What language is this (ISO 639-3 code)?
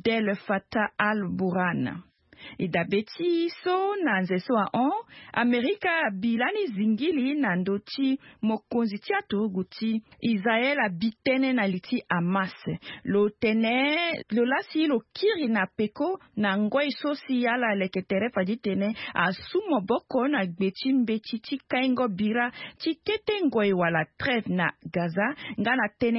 sag